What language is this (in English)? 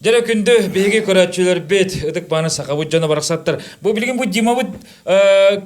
Yakut